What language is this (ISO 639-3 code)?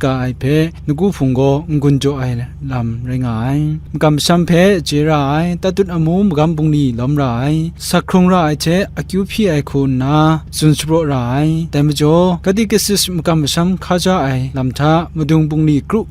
kac